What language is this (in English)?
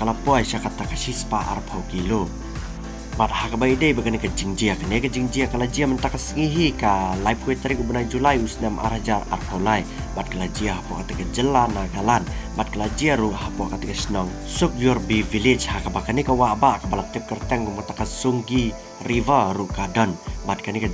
Khasi